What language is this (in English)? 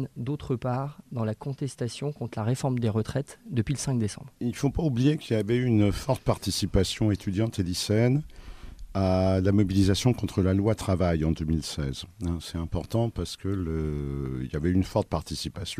French